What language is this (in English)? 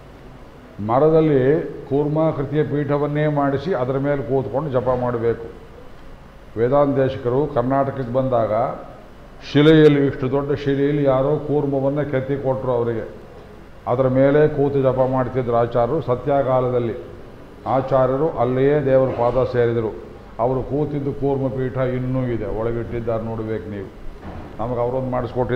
Kannada